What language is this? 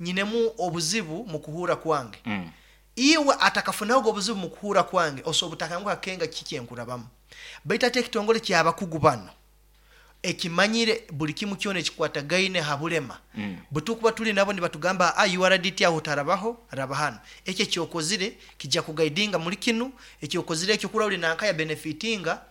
Nyoro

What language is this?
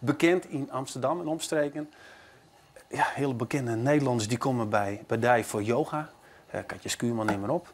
Western Frisian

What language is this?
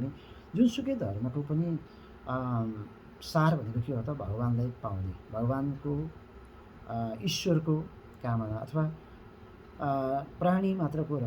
Nepali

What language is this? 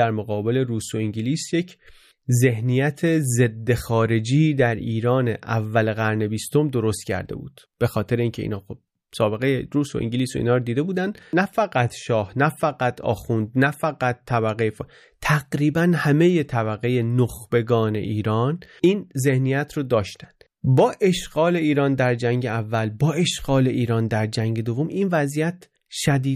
Persian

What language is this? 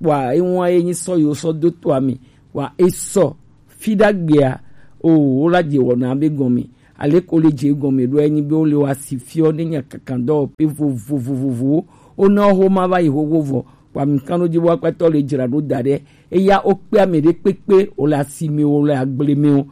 Gen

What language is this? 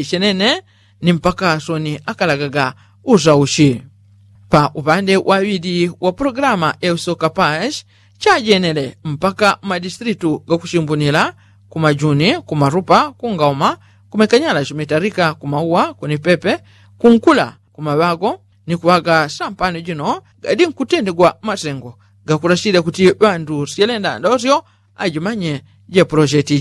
Yao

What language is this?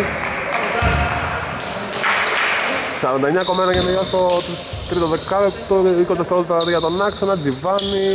Greek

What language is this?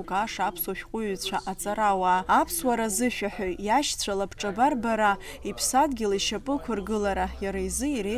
Abkhazian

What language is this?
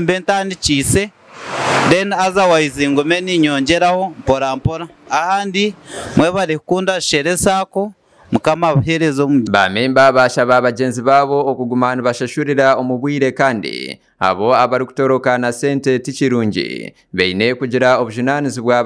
Nyankole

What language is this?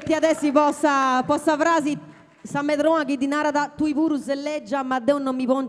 Sardinian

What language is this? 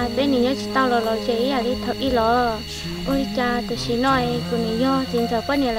Vietnamese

